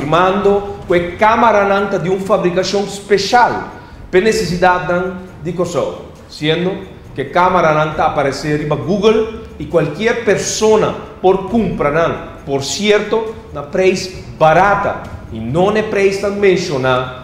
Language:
Papiamento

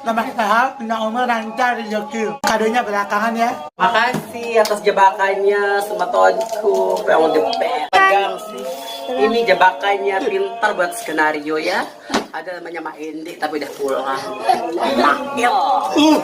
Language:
Sasak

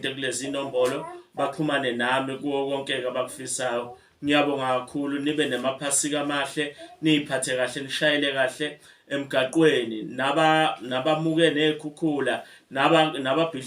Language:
Zulu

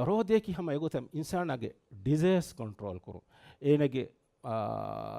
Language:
Divehi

